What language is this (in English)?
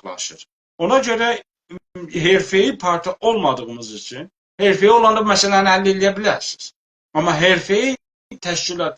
South Azerbaijani